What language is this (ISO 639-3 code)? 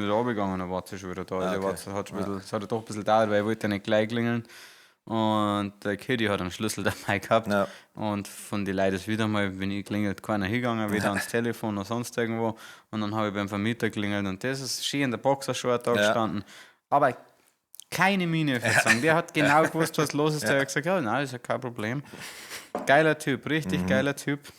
bar